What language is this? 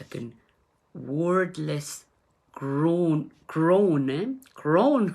Pohnpeian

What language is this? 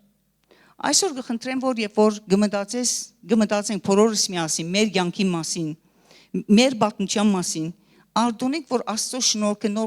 Western Armenian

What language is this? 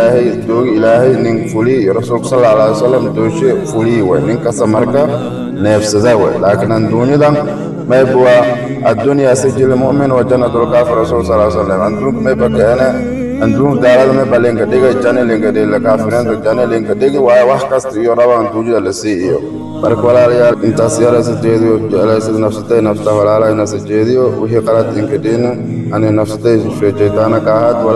Somali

